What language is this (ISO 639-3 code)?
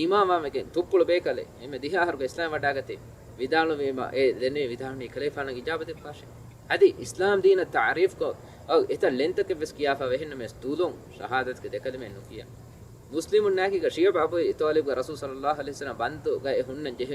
div